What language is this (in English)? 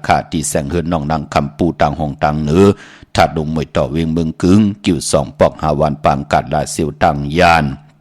Shan